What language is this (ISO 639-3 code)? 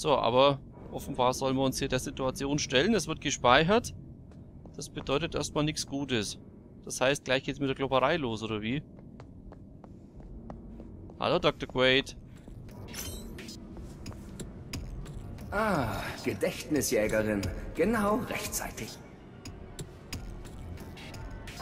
deu